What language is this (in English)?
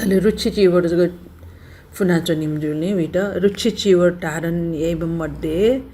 Newari